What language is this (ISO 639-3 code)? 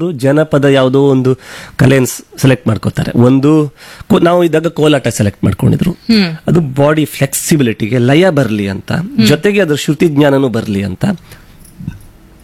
kan